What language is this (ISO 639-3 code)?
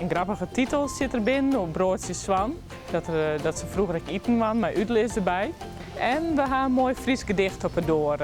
fry